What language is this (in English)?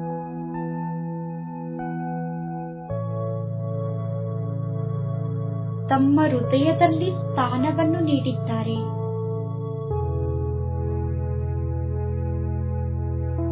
Kannada